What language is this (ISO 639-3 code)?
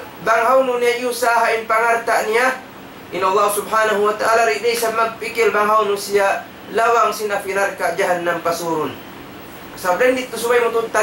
tsg